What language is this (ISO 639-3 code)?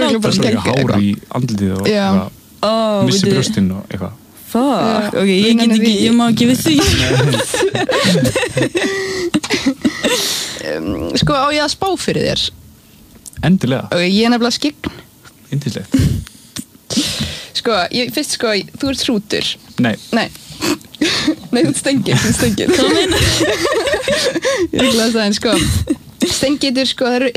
isl